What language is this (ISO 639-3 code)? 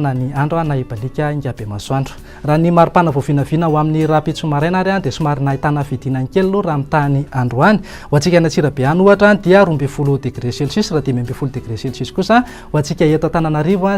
mlg